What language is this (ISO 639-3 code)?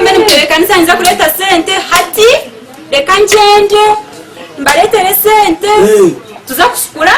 nyn